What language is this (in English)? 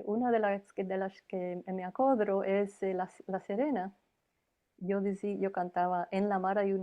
Ladino